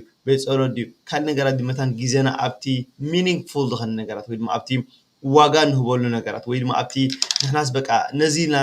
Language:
Tigrinya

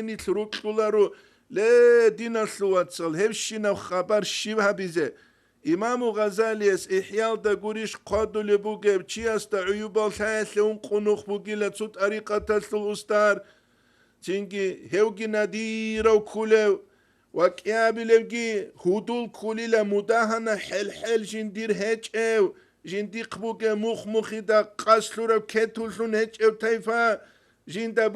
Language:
Avaric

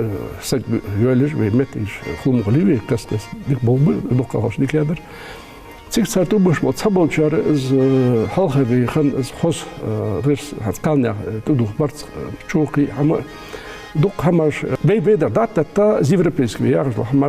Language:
Ingush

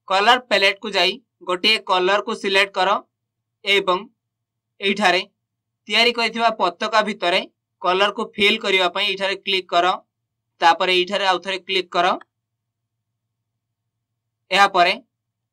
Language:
Odia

